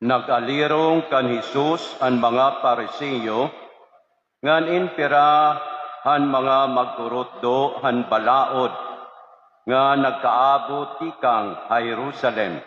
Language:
Waray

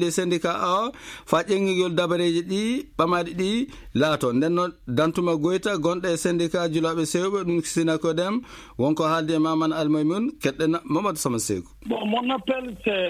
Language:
Maasina Fulfulde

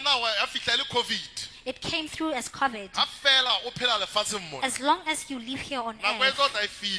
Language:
Southern Sotho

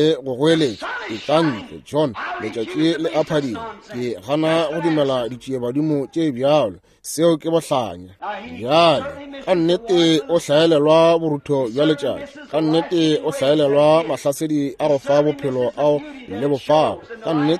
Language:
Northern Sotho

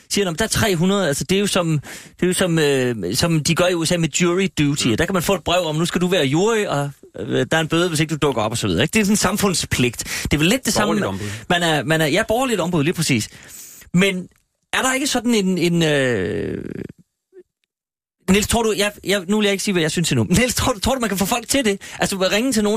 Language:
Danish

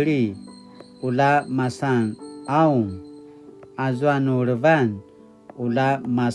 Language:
Paiwan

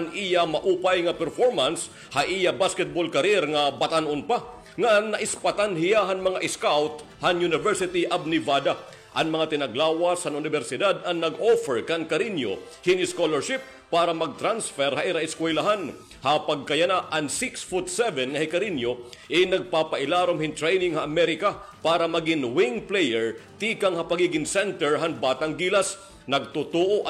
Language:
Waray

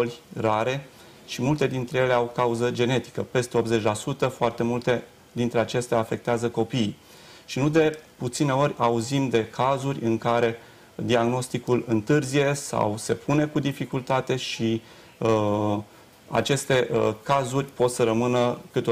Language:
Romanian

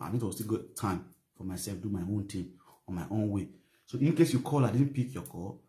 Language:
Nigerian Pidgin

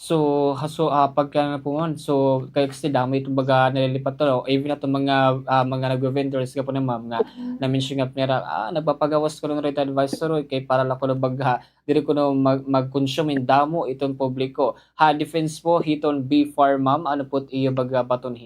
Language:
Waray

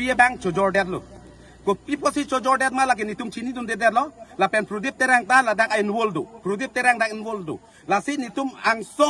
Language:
Karbi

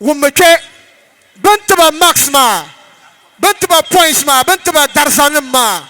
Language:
Dagbani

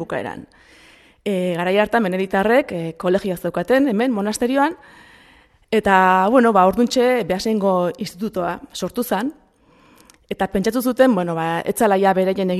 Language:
Basque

